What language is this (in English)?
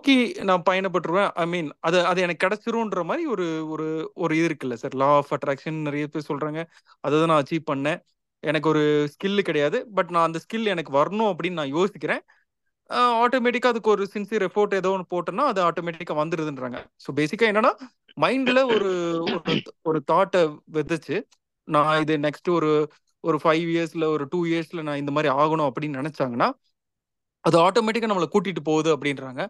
Tamil